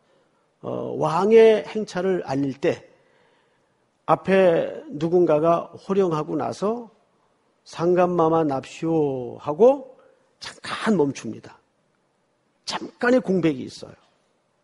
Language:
Korean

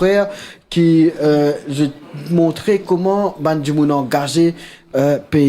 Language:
Morisyen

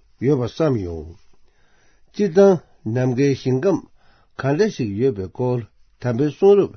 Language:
Tibetan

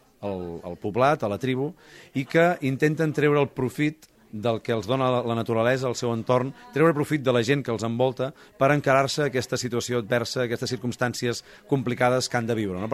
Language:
Catalan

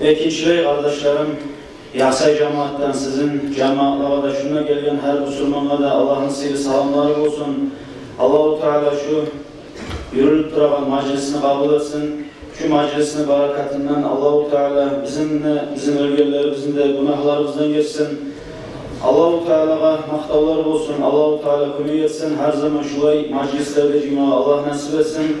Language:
Kumyk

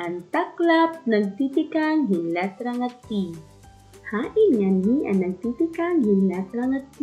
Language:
Waray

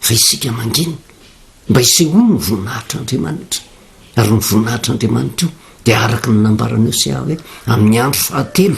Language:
Malagasy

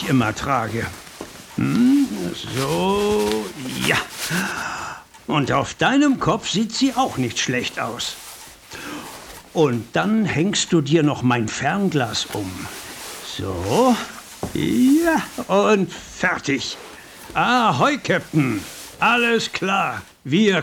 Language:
German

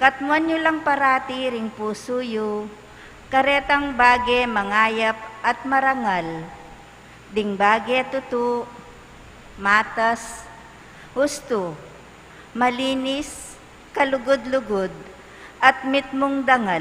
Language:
Pampanga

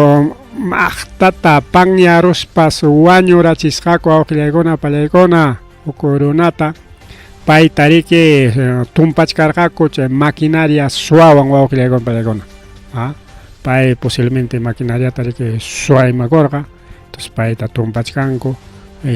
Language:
Ayacucho Quechua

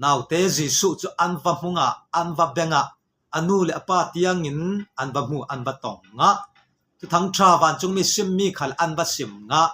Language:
Falam Chin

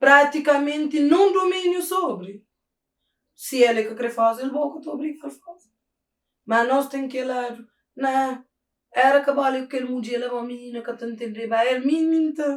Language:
Kabuverdianu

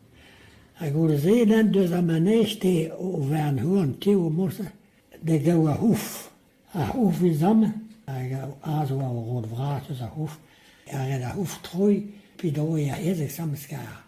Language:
Breton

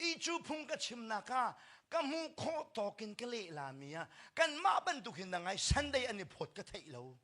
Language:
Hakha Chin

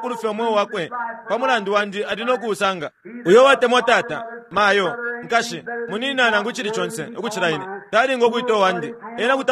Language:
Bemba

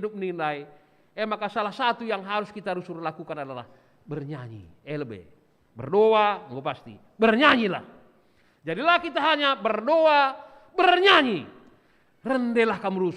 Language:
Batak Karo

